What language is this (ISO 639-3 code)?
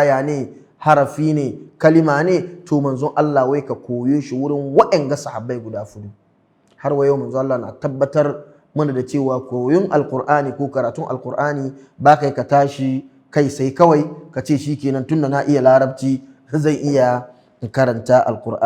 hau